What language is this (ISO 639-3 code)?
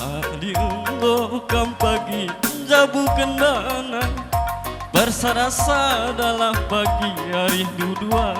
btx